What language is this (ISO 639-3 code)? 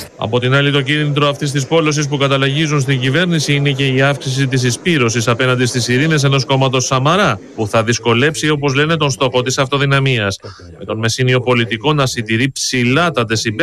ell